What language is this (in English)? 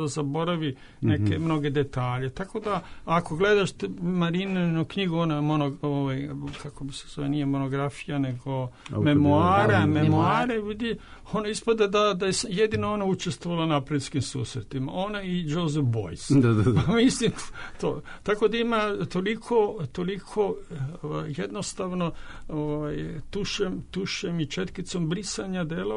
Serbian